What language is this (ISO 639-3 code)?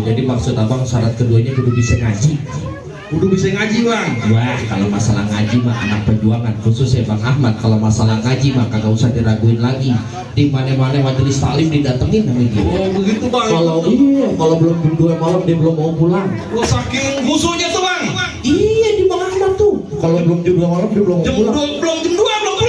bew